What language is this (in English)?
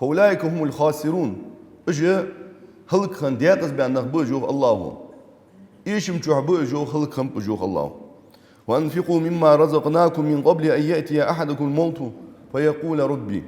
Ingush